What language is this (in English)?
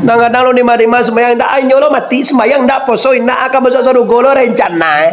Minangkabau